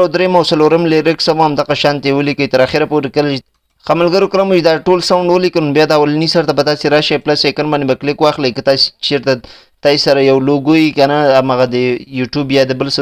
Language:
Pashto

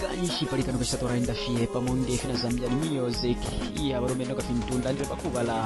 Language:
Bemba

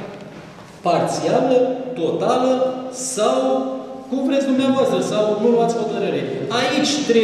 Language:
Romanian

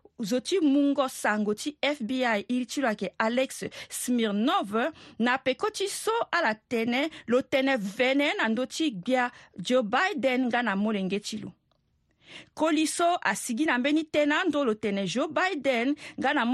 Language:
Sango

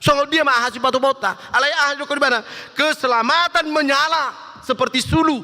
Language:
Batak Toba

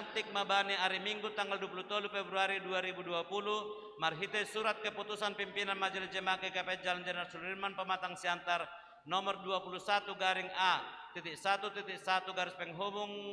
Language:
Batak Simalungun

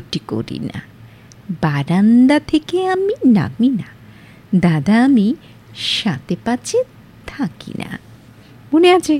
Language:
Bangla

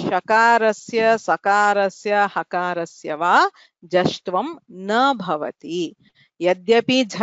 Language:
Sanskrit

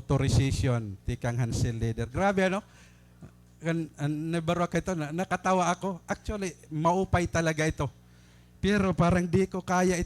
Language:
Waray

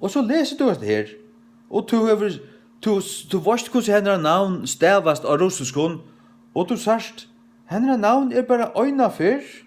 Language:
Faroese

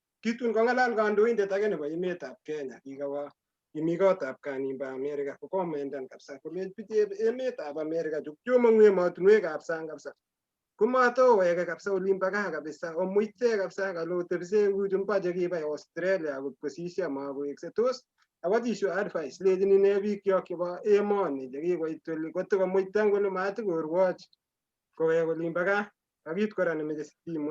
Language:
Kalenjin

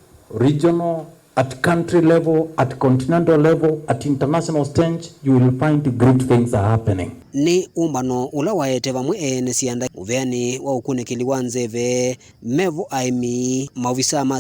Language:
Kamba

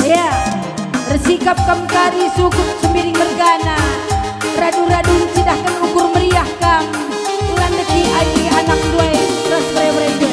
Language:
Batak Karo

